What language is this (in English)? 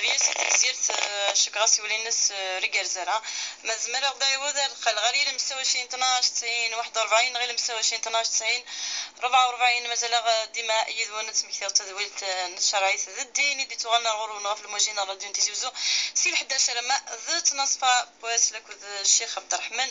Kabyle